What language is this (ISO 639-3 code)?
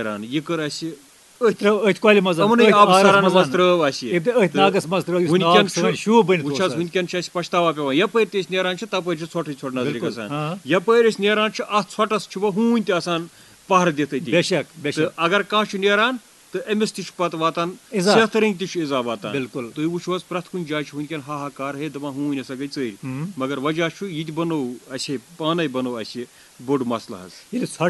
kas